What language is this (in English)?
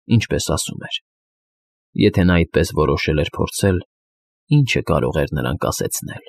Armenian